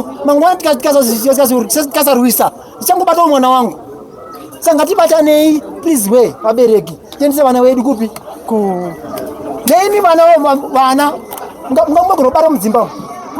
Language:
Shona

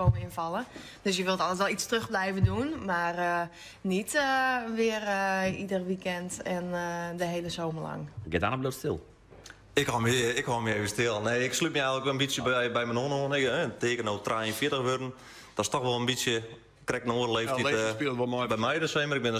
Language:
Western Frisian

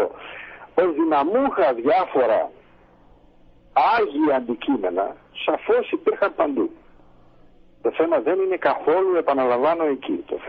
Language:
Greek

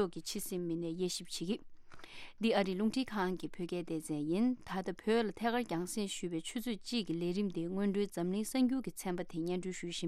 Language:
Tibetan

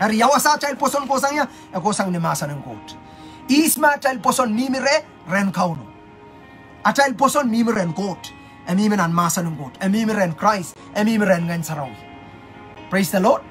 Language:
Pohnpeian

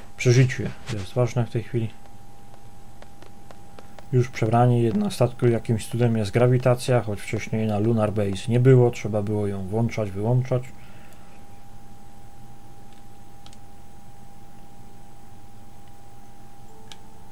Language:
Polish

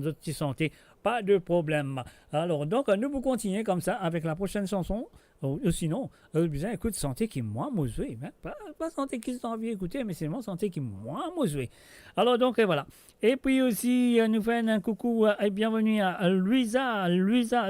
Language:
Morisyen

